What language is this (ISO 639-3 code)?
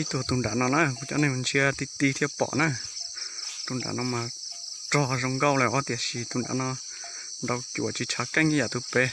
hmn